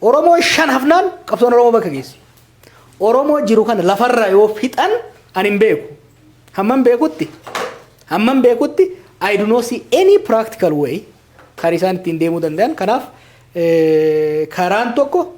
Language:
Oromo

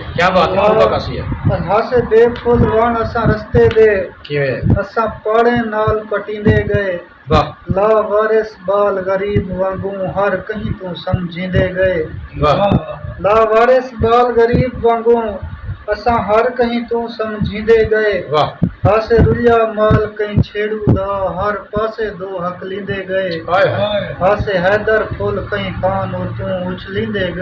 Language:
Saraiki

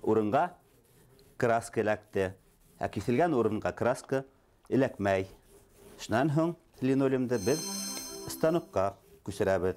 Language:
Bashkir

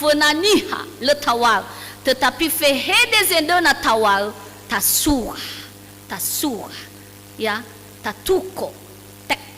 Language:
Nias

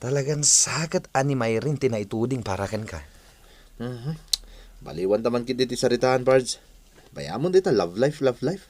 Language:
Iloko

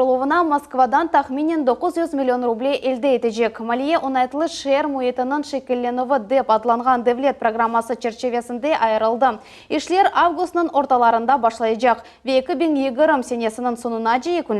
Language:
Crimean Tatar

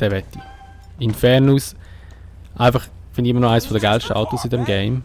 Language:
Swiss German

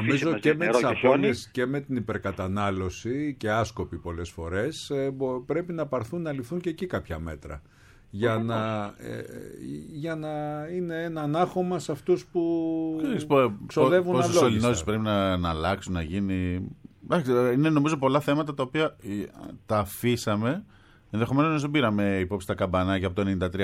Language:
Greek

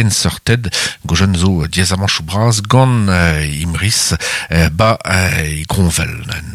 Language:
Breton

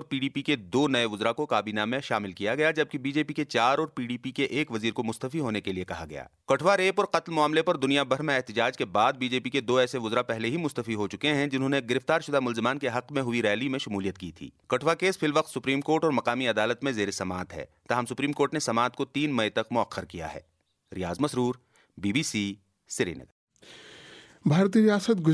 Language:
Urdu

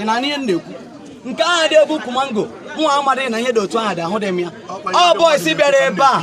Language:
Igbo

